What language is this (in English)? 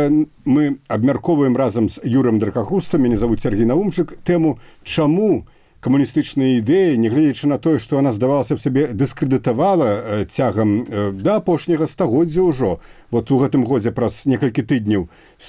Belarusian